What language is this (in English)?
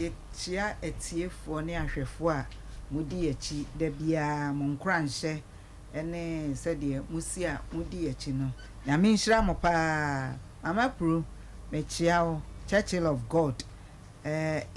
Akan